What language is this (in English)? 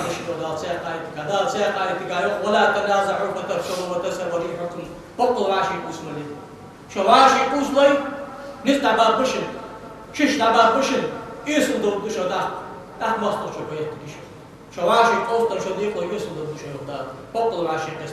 Ingush